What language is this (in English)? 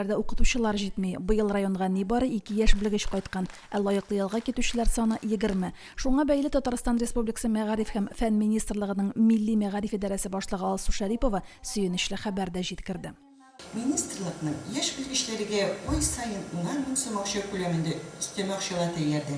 Tatar